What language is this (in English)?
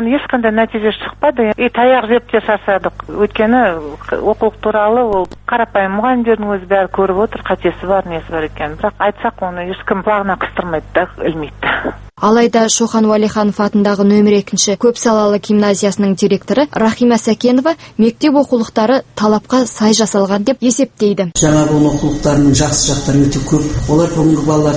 Kazakh